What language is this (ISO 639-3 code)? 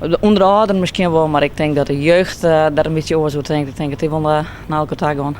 fry